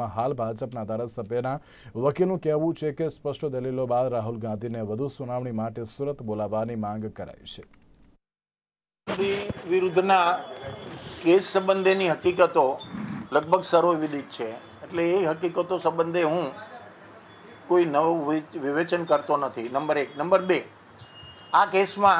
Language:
Gujarati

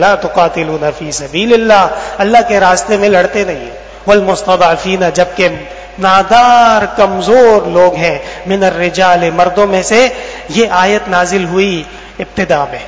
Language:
Urdu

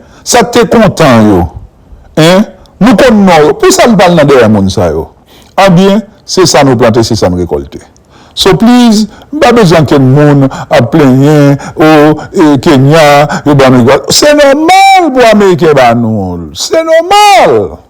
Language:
Haitian Creole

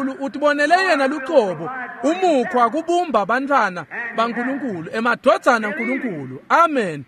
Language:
Swati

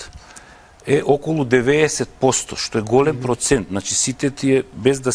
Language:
Macedonian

